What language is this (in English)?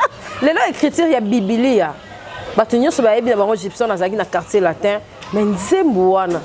Lingala